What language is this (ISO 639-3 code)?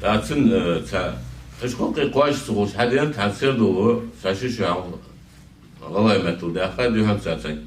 inh